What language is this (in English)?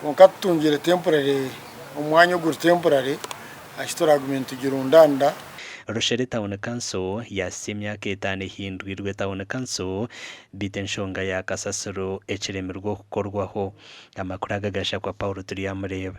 Nyankole